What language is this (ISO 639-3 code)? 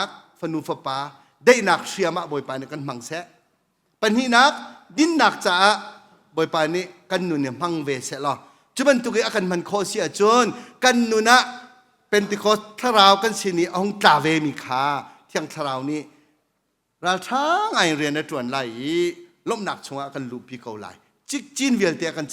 cnh